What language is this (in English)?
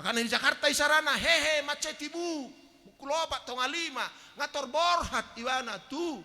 Batak Toba